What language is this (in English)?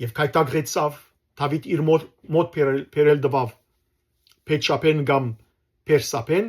Western Armenian